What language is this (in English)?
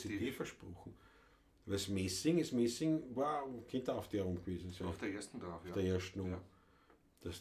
Bavarian